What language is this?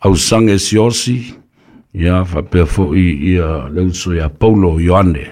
Samoan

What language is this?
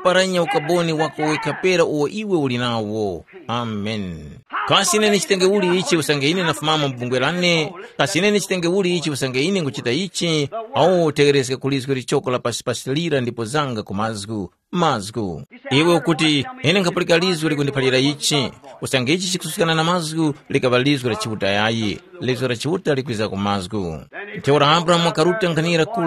Tumbuka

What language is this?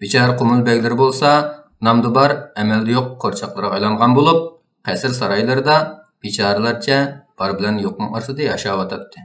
Uyghur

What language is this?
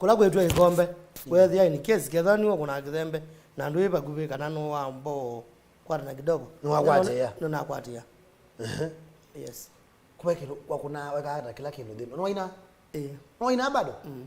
Kamba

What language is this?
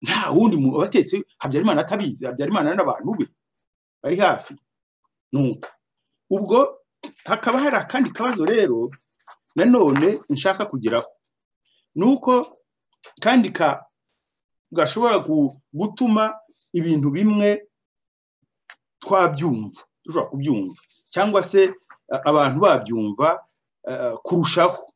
Kinyarwanda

